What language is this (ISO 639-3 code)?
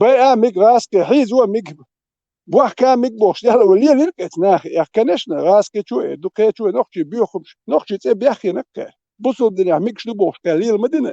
che